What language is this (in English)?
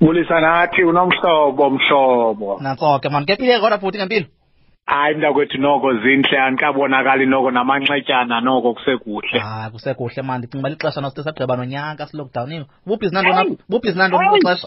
Xhosa